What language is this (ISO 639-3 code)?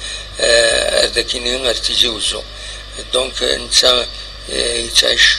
kab